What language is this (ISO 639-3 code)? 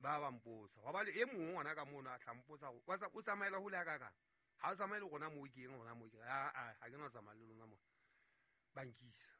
sot